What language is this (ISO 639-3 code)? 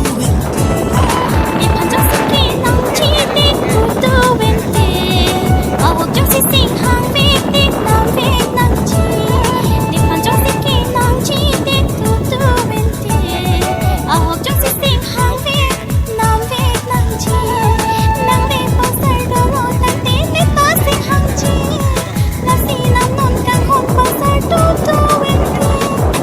mjw